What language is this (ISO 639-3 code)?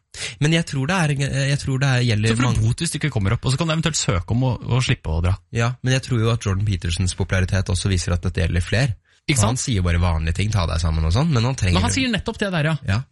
nor